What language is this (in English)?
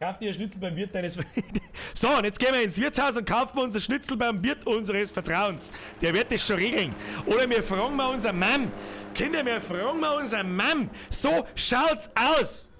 Bavarian